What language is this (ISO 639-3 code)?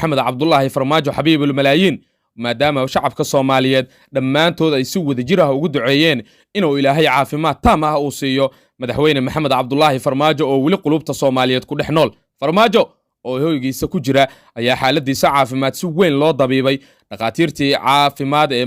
som